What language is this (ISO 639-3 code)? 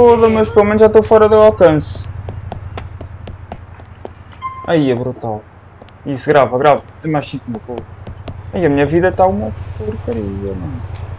por